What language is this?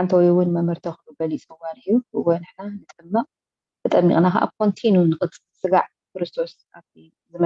Tigrinya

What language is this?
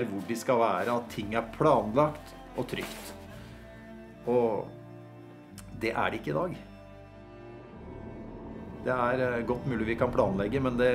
Norwegian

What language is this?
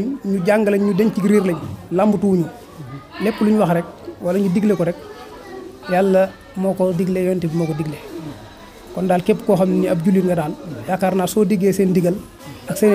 Wolof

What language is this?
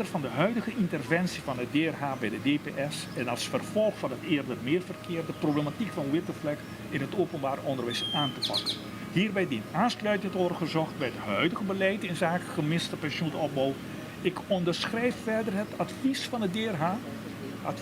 Papiamento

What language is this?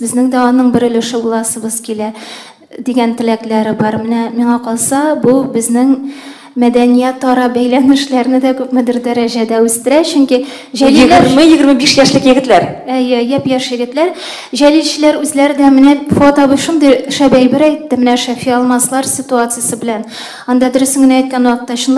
Tatar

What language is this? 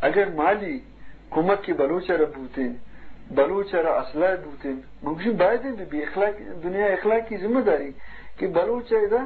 Eastern Balochi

